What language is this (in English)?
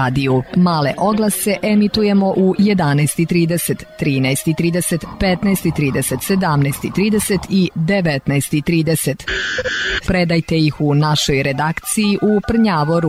Serbian